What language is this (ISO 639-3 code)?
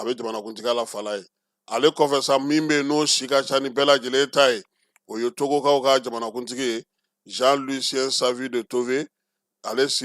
bam